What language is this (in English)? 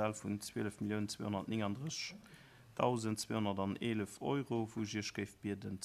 Luxembourgish